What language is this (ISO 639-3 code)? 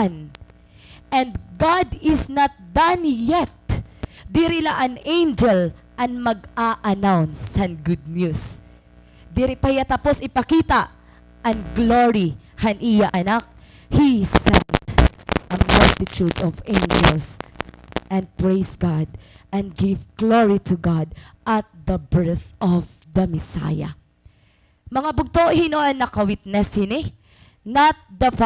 war